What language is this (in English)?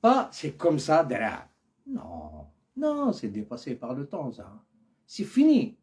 Algerian Arabic